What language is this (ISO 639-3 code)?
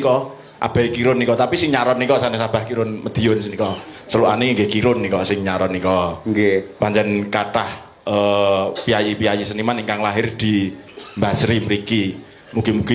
jav